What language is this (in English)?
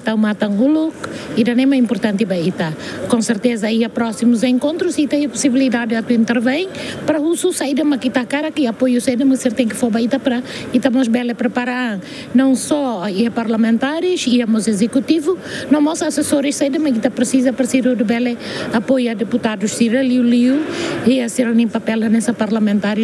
Tetum